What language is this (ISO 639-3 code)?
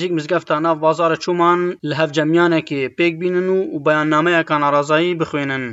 kur